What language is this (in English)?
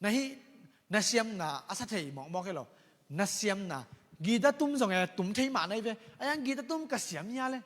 Tedim Chin